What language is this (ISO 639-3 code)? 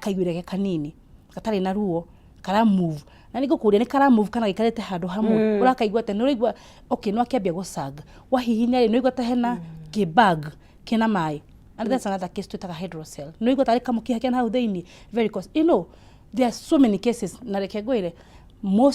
kik